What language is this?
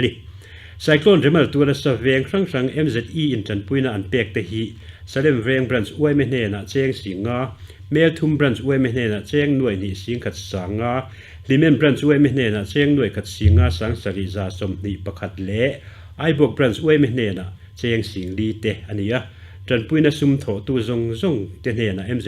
Mizo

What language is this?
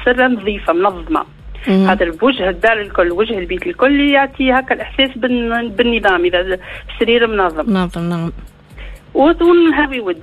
Tunisian Arabic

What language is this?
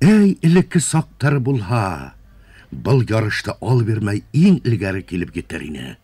Bashkir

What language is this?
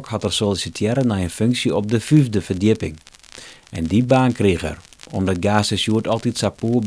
Western Frisian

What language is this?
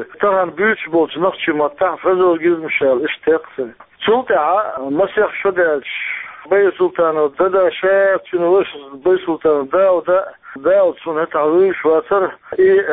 Chechen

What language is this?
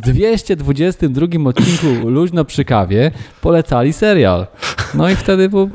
Polish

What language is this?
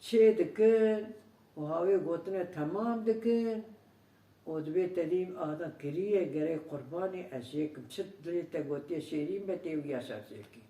Kurdish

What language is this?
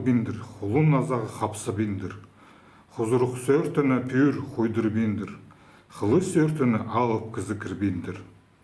Khakas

